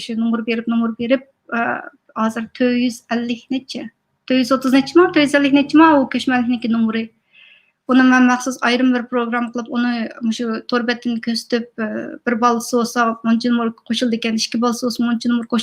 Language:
Uyghur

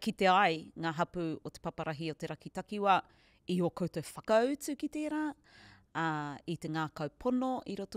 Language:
Māori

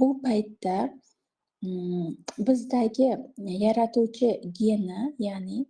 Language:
Uzbek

